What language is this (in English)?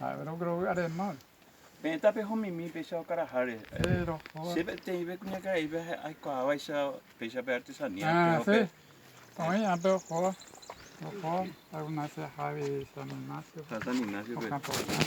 Guarani